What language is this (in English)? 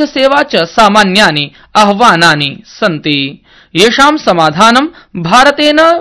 Sanskrit